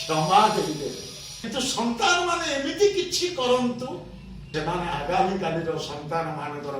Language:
Odia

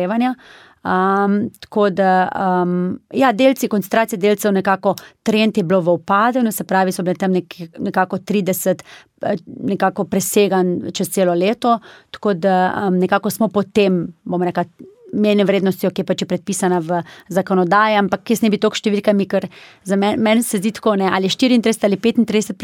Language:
Slovenian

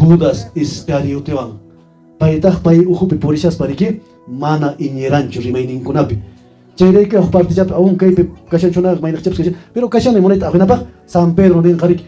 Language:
Quechua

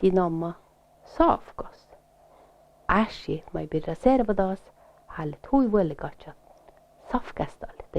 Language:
Northern Sami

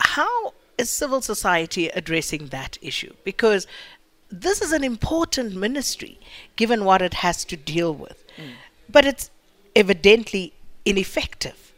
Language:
English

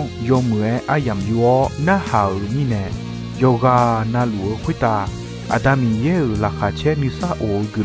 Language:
Akha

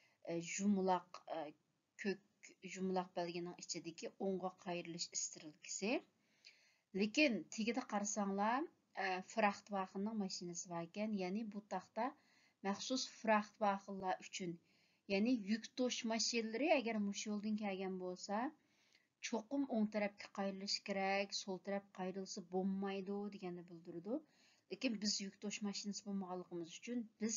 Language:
Uyghur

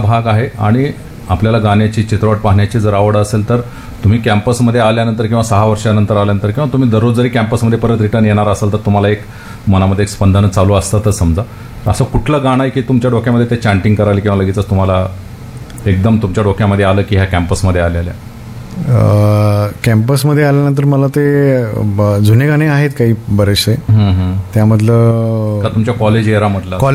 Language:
Marathi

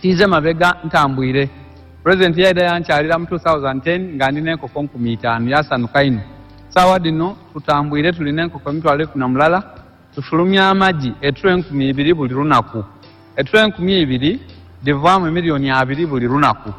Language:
Ganda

